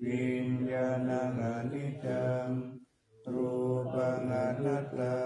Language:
Pali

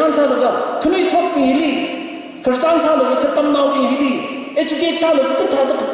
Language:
Tangkhul Naga (India)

